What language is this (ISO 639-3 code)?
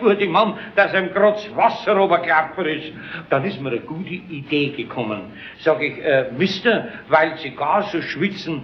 bar